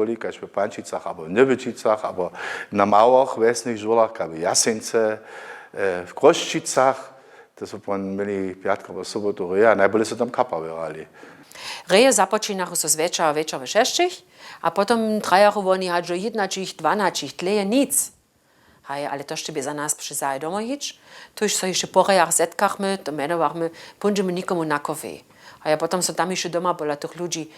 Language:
Upper Sorbian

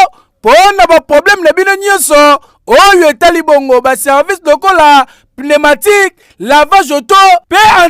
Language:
Lingala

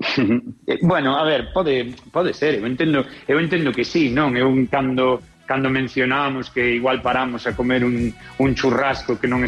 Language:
Galician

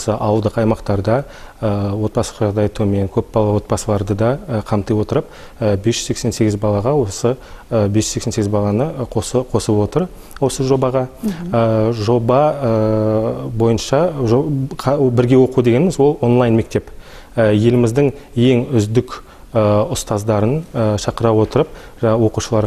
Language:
Kazakh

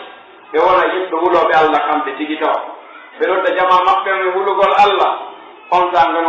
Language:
Pular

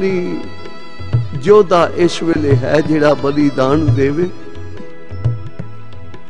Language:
Punjabi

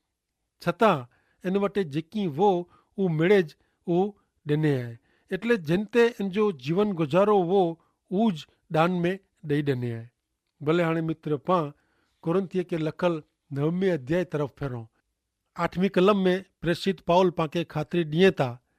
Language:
Kachhi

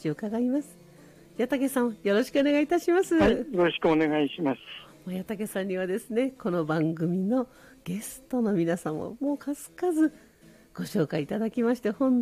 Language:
Japanese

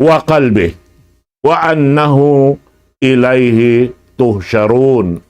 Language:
Tausug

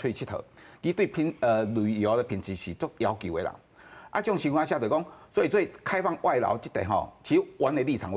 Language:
Min Nan Chinese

